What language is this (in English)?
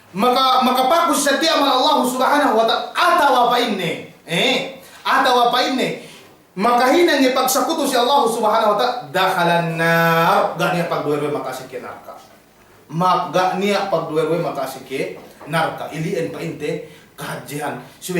Yakan